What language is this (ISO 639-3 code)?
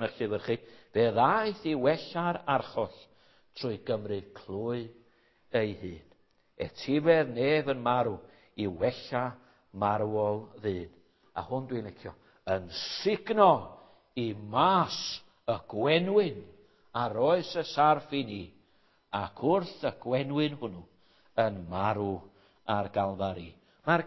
cym